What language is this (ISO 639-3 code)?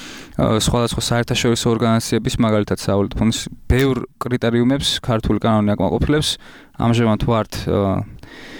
kat